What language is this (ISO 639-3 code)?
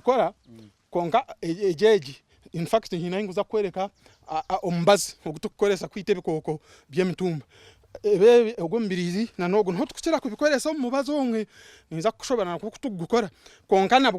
nyn